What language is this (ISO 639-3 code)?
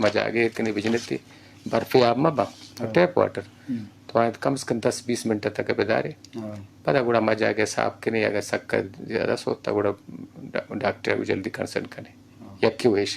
bgp